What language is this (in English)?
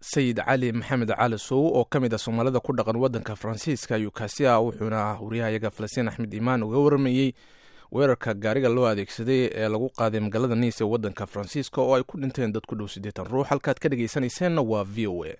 Somali